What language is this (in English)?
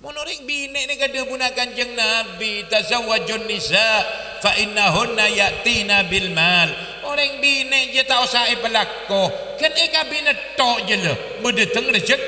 Madurese